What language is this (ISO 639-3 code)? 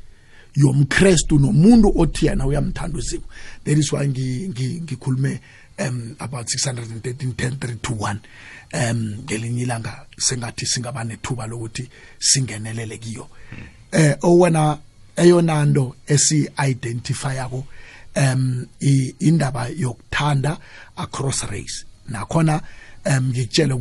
nbl